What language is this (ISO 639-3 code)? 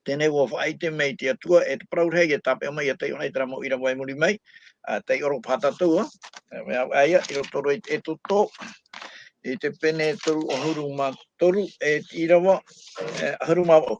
tah